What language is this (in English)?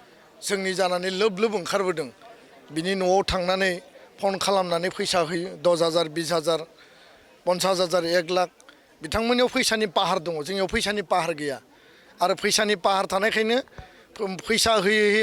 Bodo